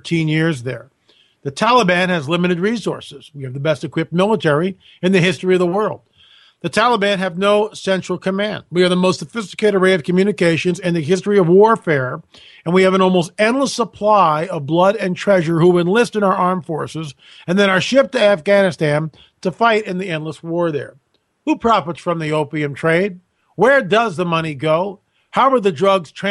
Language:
English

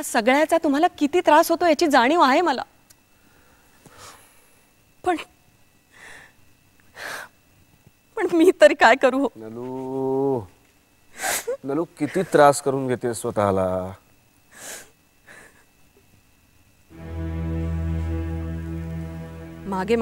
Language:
Marathi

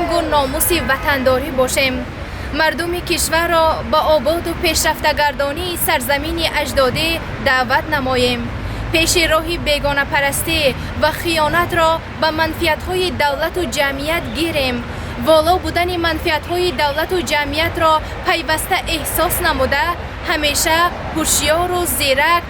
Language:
Tajik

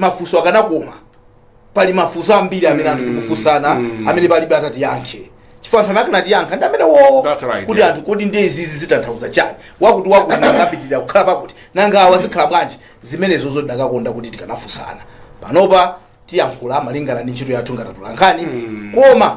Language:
Nyanja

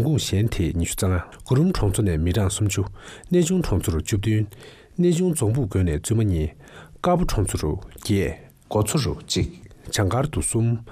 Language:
Tibetan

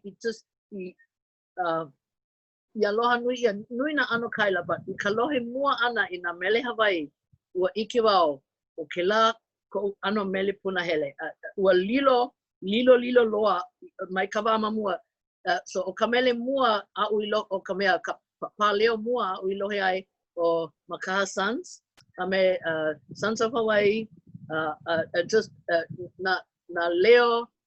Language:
Hawaiian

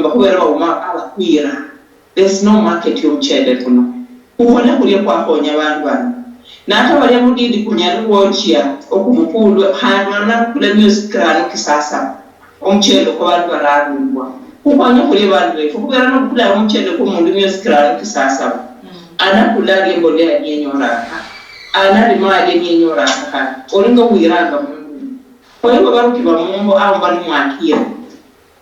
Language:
Luyia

